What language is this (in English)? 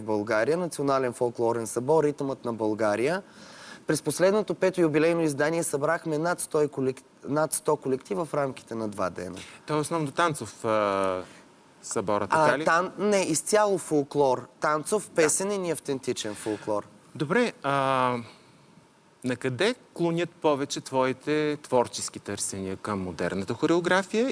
Bulgarian